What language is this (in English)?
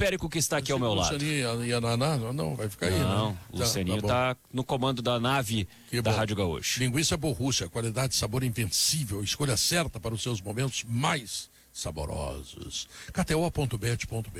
Portuguese